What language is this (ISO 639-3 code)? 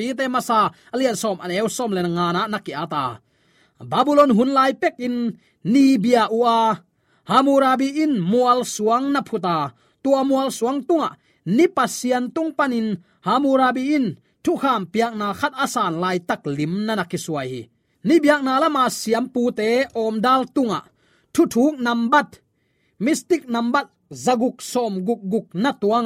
ctd